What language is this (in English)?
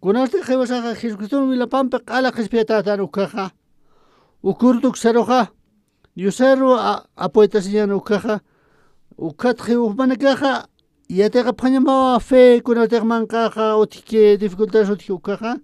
Aymara